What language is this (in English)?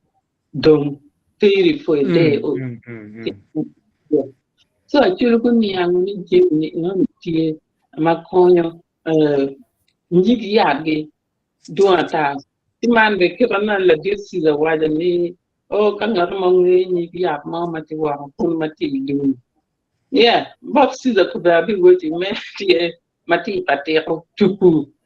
Acoli